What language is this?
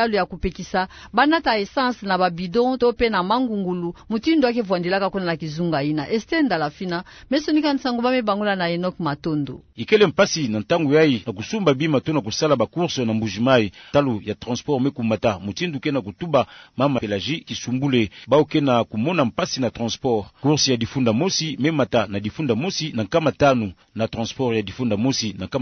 Kituba (Democratic Republic of Congo)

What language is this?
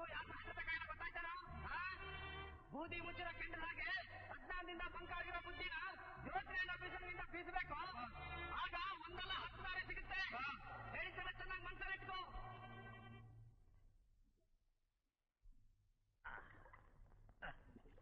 Kannada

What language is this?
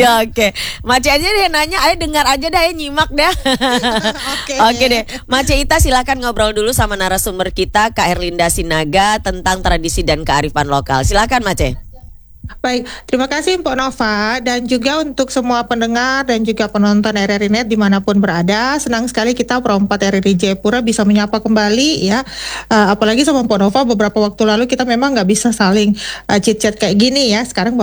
Indonesian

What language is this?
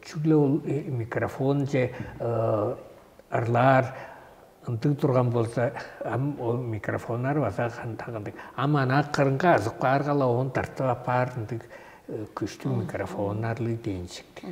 Tuvinian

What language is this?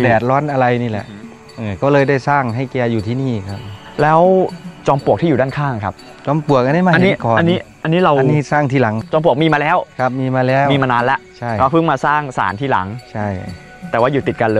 Thai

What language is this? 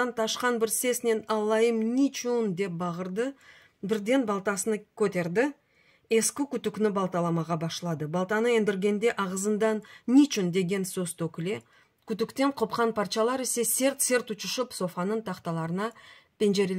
Crimean Tatar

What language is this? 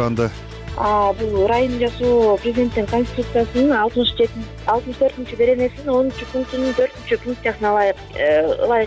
Kyrgyz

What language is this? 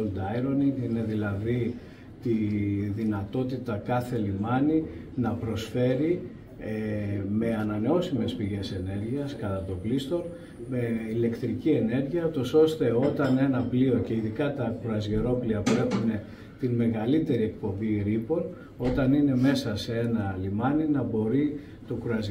Greek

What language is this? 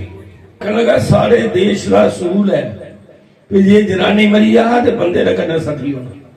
Dogri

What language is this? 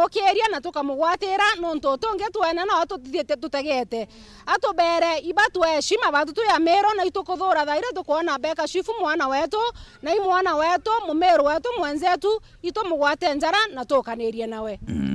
Meru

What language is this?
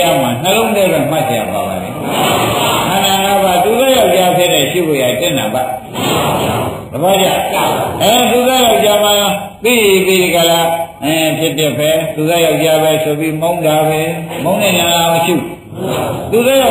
Burmese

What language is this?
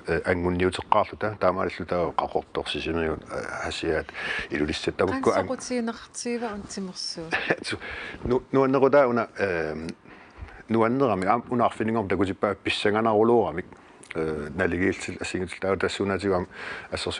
Kalaallisut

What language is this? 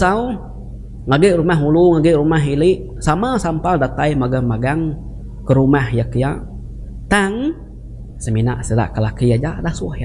Iban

